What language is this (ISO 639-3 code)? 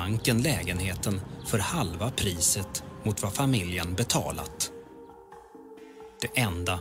swe